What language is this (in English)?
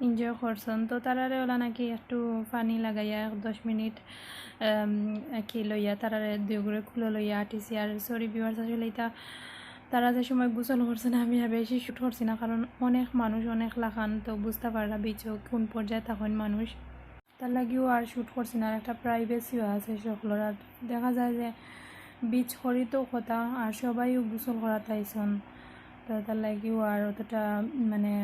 Sylheti